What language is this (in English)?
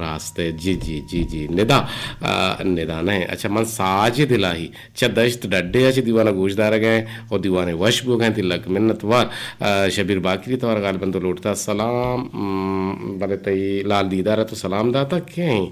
Eastern Balochi